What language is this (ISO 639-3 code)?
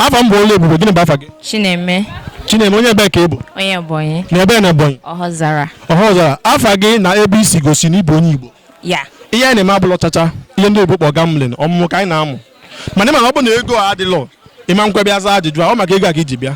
ibo